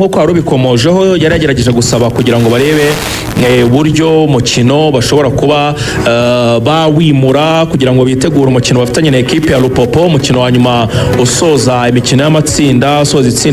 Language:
Kinyarwanda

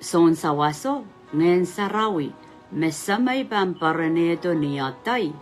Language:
Pohnpeian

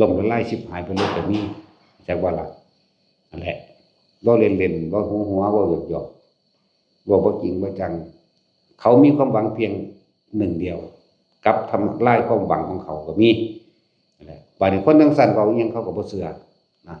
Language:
Northeastern Thai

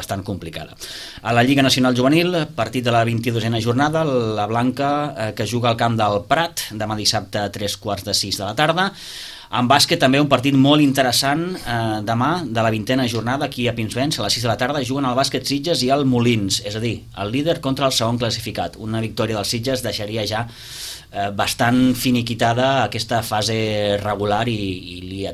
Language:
Catalan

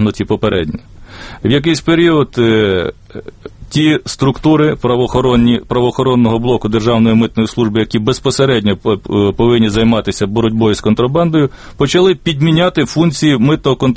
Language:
Ukrainian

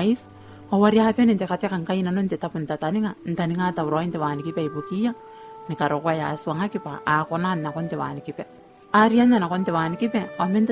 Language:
Gilbertese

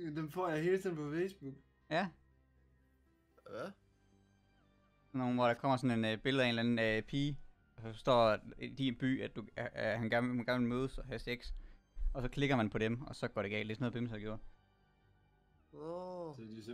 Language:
Danish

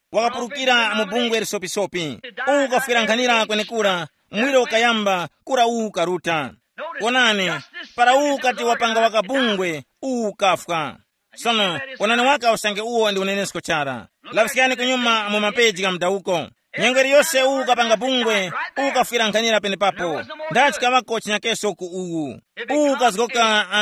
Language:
Tumbuka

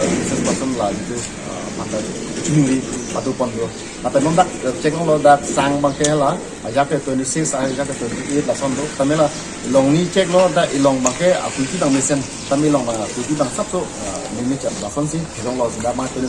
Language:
Karbi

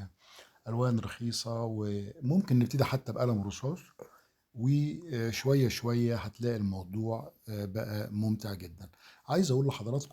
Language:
Egyptian Arabic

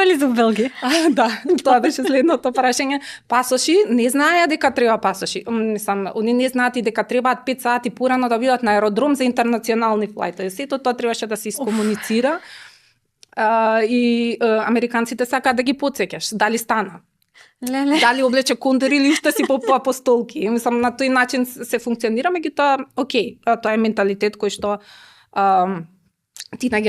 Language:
Macedonian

